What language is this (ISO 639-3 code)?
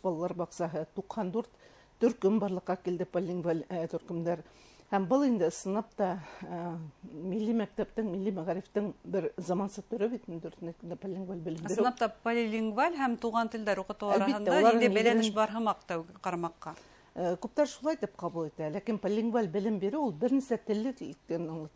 bak